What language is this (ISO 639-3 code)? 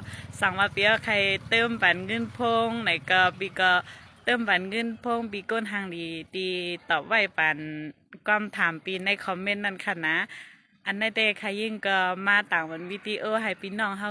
shn